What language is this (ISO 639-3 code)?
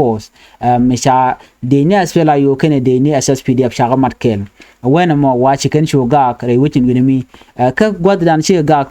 nus